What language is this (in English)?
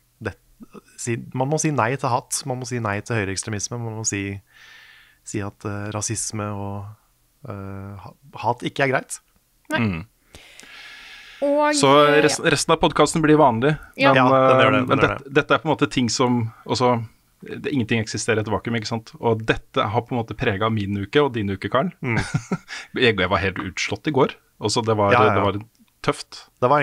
Norwegian